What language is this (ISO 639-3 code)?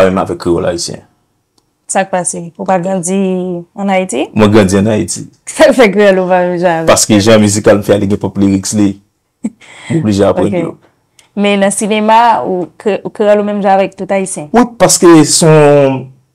hat